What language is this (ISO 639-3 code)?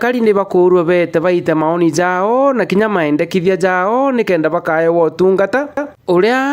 mer